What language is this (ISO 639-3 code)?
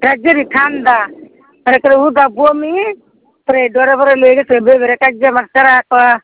ben